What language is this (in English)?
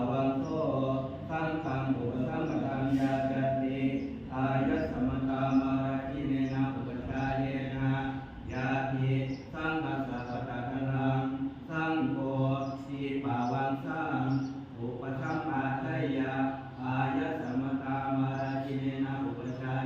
Pali